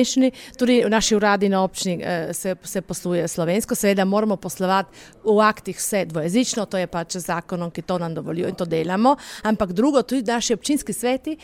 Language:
Slovenian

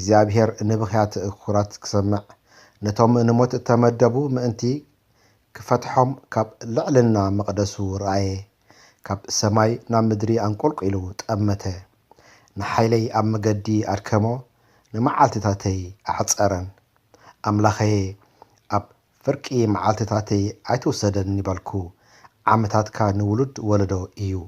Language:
Tigrinya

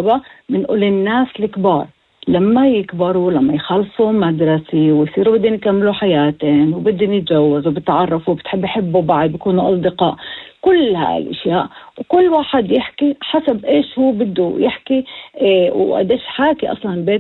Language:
North Levantine Arabic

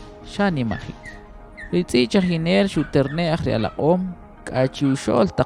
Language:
Kʼicheʼ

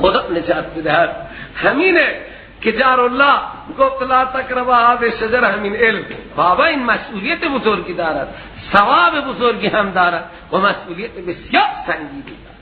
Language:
Persian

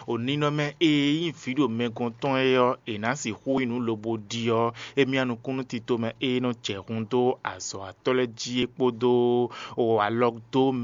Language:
Fon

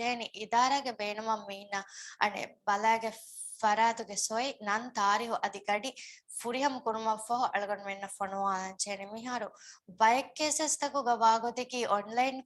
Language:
Divehi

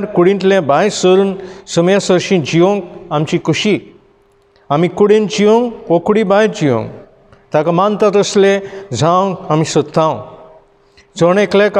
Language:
Konkani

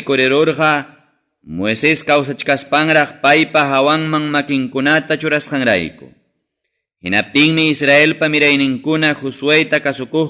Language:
Ayacucho Quechua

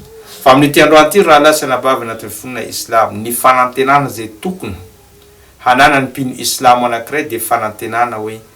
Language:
Malagasy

